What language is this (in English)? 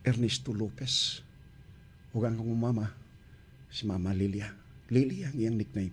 Cebuano